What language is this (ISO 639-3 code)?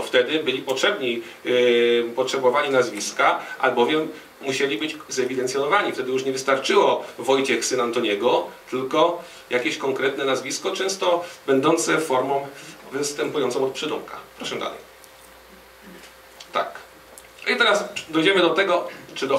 pol